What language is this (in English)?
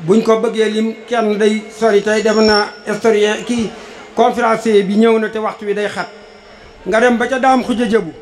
Wolof